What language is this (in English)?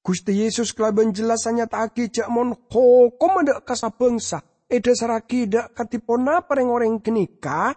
Madurese